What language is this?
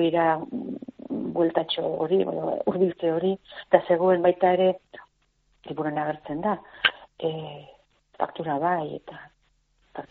Basque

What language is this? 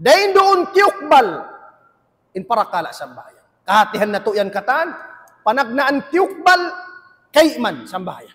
Tausug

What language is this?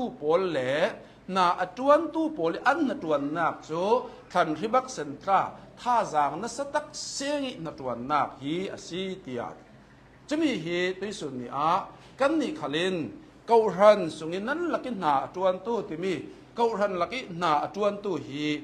Hakha Chin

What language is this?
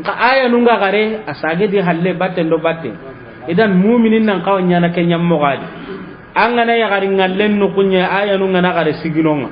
Soninke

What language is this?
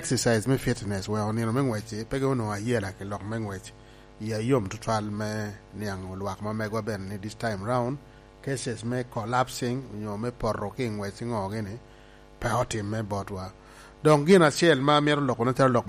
Lango (Uganda)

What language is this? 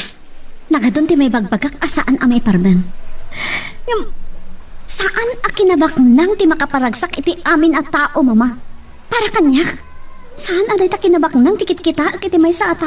Iloko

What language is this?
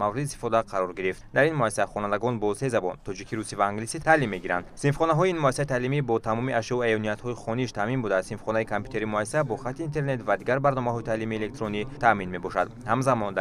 Tajik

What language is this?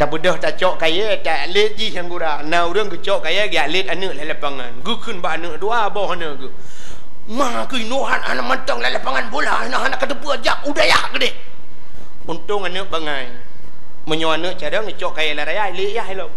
Achinese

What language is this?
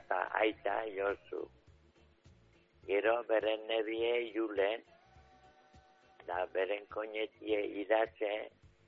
Basque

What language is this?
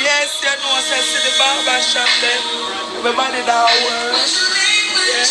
Jamaican Creole English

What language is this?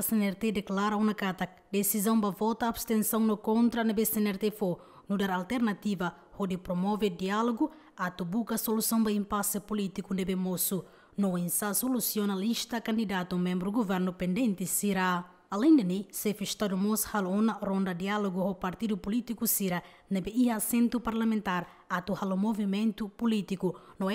Tetum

